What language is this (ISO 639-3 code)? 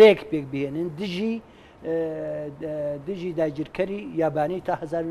ckb